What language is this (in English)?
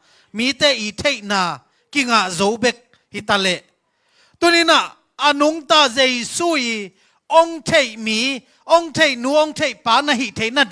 Tedim Chin